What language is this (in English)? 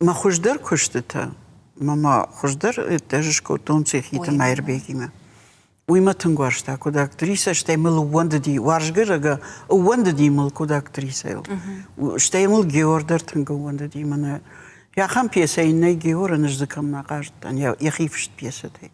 Ossetic